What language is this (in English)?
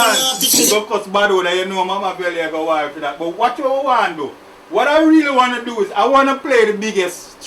Jamaican Creole English